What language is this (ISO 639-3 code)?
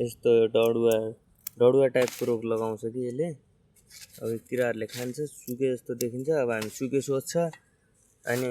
nep